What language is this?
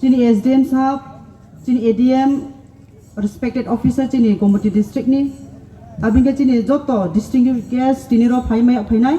Riang (India)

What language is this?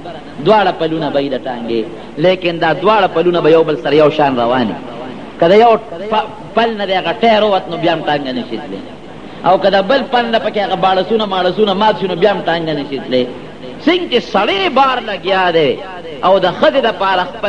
Pashto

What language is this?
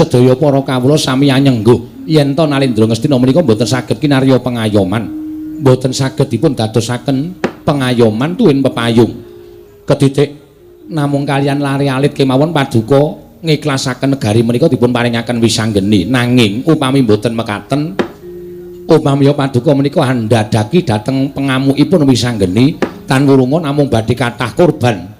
Javanese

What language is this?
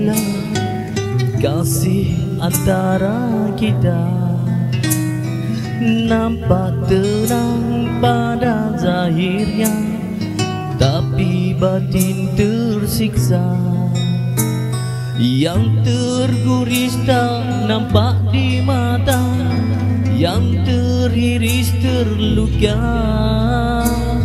Malay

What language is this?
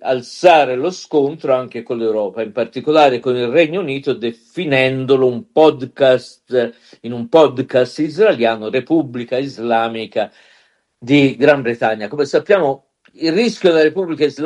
Italian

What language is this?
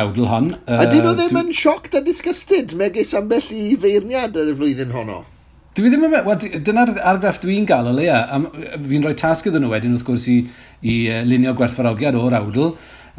Welsh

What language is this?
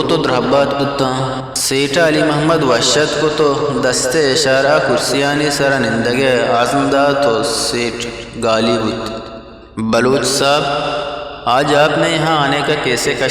Eastern Balochi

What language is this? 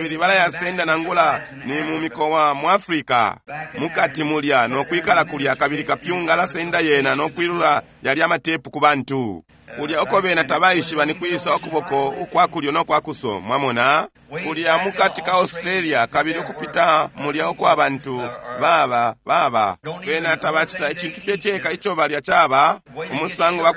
Bemba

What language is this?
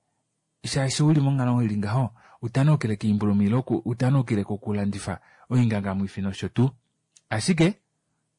Kuanyama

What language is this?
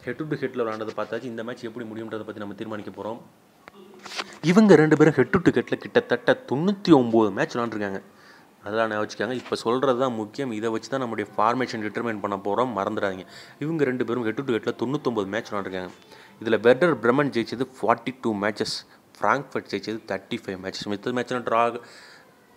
Tamil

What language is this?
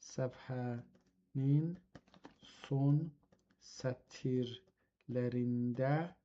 South Azerbaijani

